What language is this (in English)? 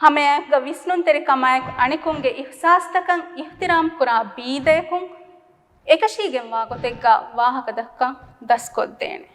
Divehi